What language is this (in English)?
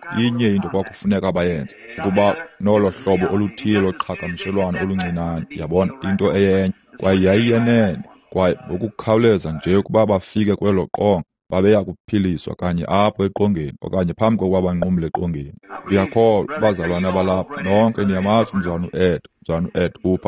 Xhosa